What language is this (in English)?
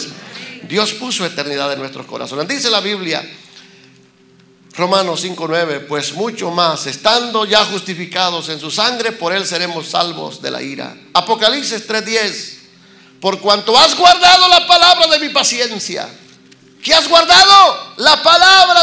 Spanish